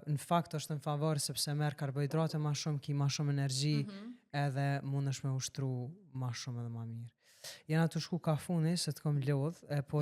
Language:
Albanian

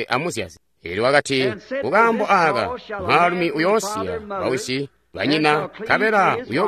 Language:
Tonga (Zambia)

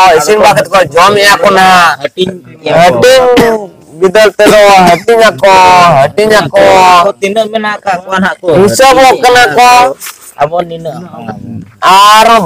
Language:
Santali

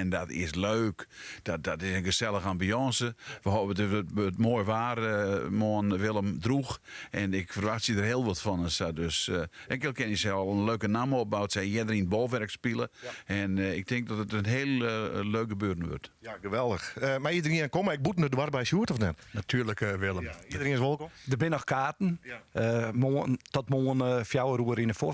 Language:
Western Frisian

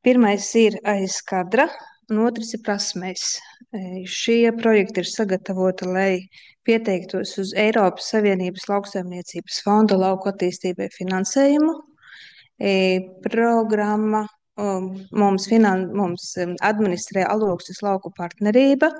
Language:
Latvian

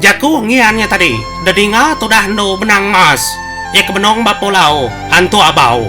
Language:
Iban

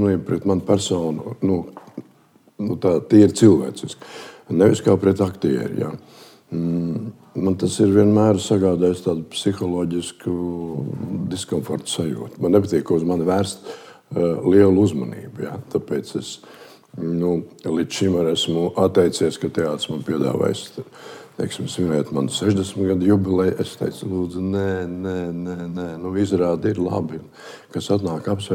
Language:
Latvian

